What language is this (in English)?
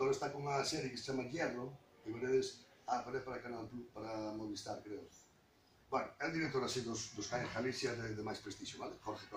Galician